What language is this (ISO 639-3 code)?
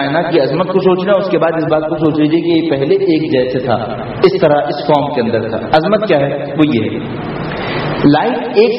urd